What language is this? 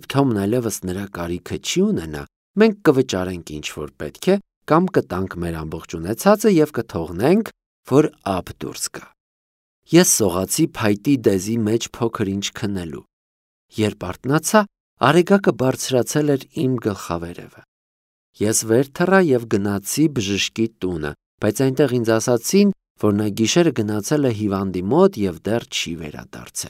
Armenian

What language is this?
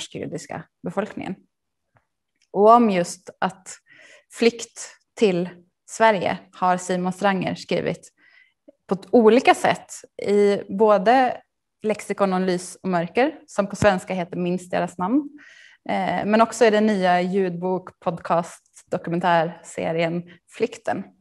Swedish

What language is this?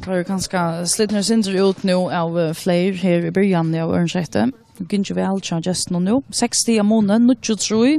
Faroese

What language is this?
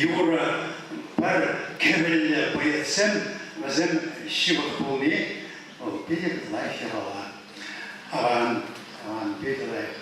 Chuvash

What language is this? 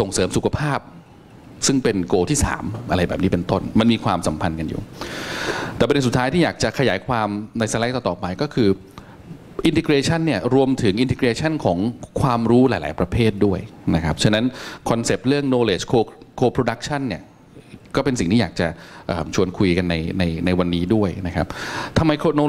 Thai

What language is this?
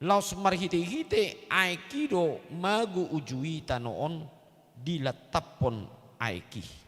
Batak Toba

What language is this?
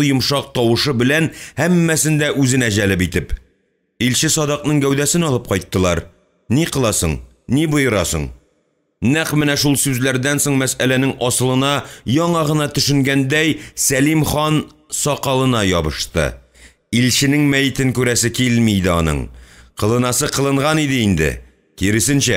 Tatar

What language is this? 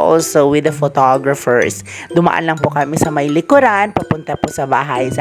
Filipino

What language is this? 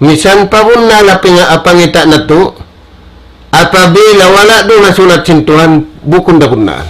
Tausug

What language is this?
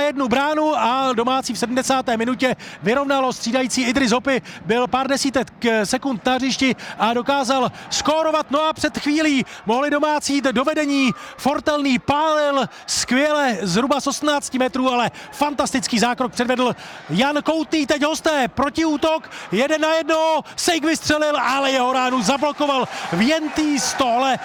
Czech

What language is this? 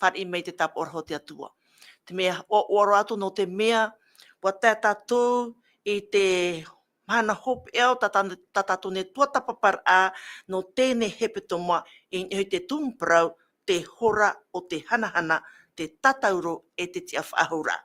Tahitian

